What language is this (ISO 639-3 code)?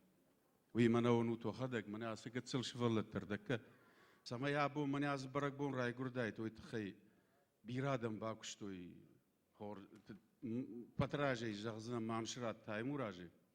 oss